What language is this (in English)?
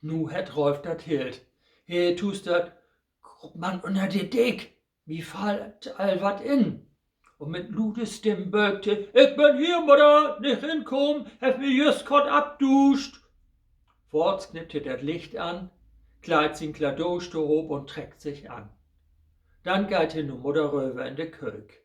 Low German